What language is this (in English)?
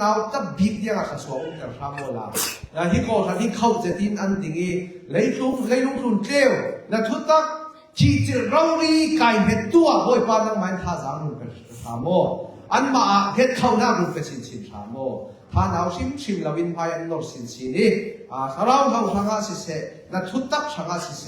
Falam Chin